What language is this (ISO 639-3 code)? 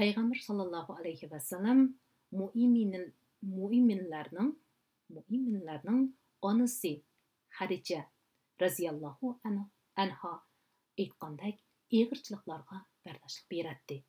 uig